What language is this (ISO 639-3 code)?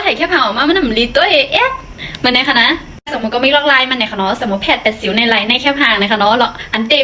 shn